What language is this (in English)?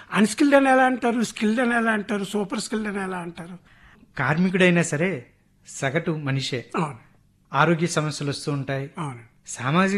Telugu